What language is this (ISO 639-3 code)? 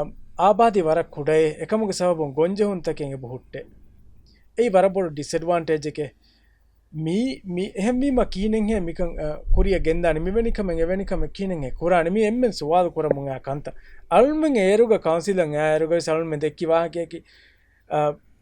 div